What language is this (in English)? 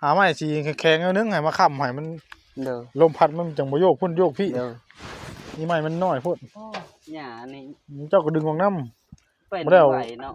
Northeastern Thai